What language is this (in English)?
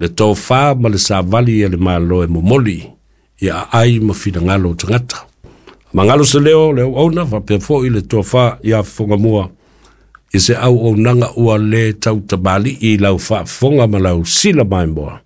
Samoan